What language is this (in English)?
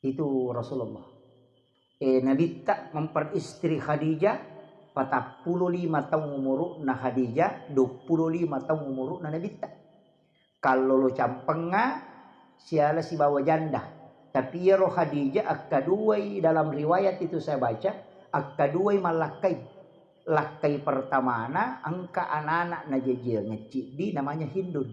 Buginese